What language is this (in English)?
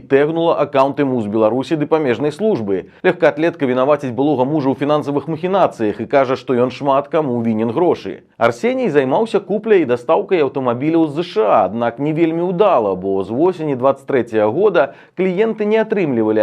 Belarusian